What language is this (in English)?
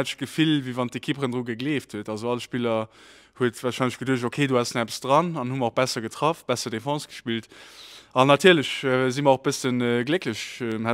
Luxembourgish